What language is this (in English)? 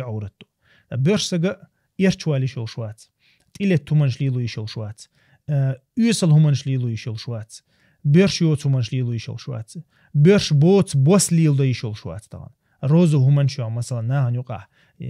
Chechen